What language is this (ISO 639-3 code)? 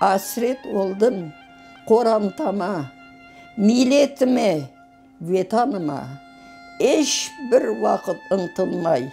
crh